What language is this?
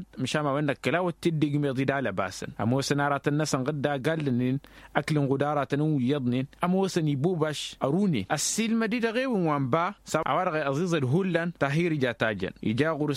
Tamasheq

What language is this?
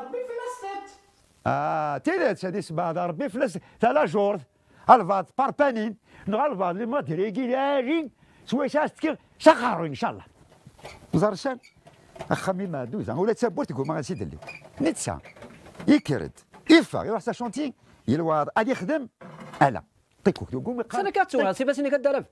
Kabyle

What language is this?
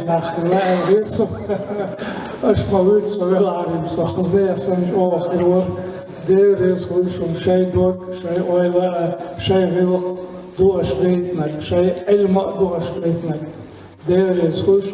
Chechen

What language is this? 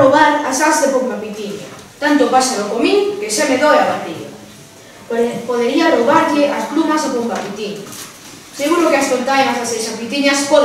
Galician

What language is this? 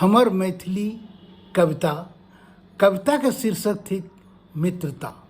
Maithili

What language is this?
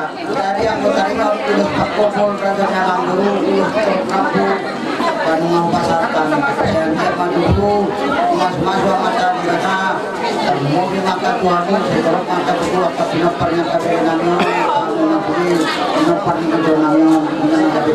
Batak Toba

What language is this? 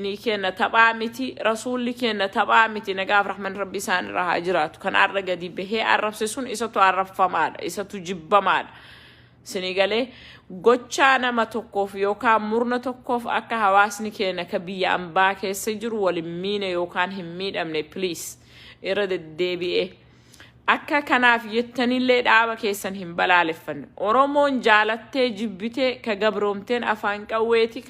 Oromo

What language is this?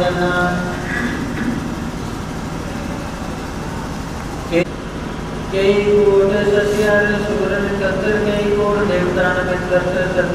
Punjabi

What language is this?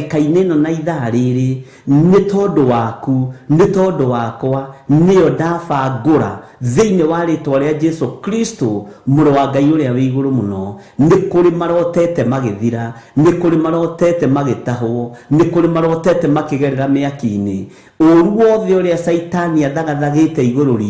Kikuyu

